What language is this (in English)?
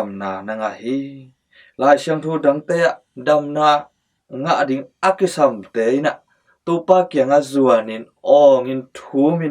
Tedim Chin